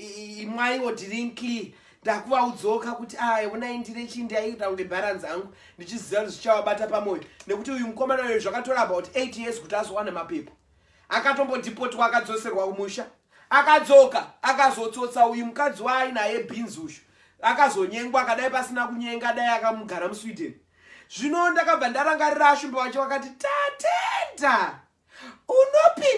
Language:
Shona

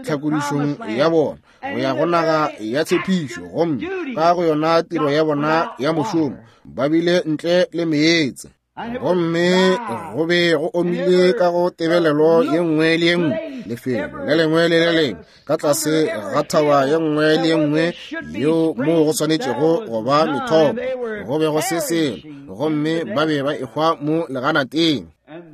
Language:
Northern Sotho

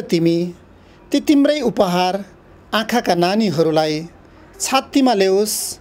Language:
Nepali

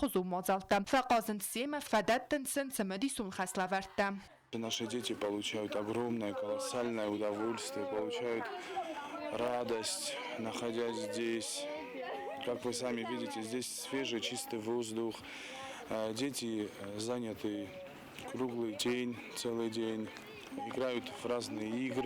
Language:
Ossetic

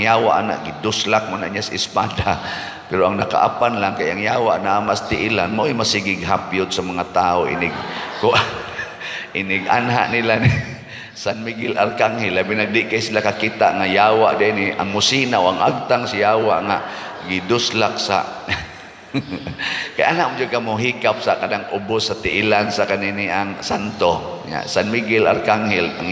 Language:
Cebuano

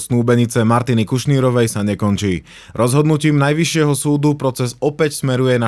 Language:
Slovak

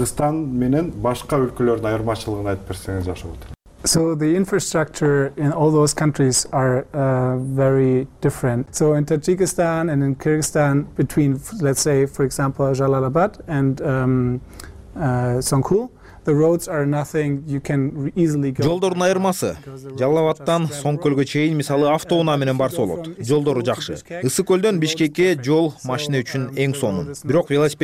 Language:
Kyrgyz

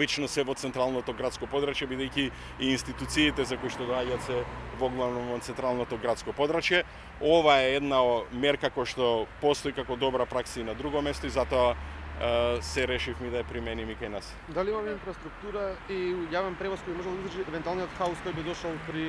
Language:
Macedonian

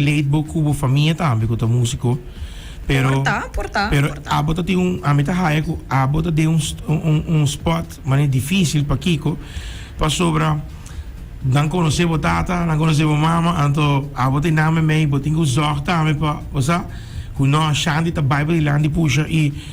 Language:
Papiamento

